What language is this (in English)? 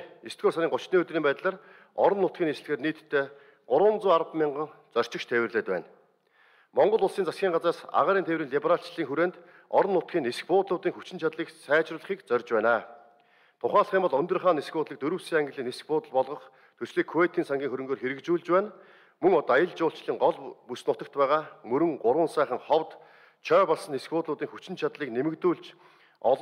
Mongolian